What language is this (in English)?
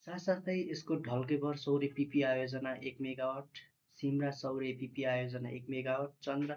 Nepali